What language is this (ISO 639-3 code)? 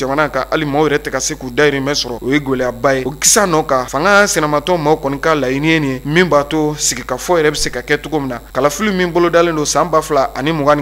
bam